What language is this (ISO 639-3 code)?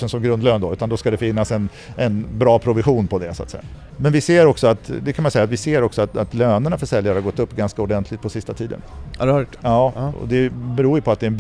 swe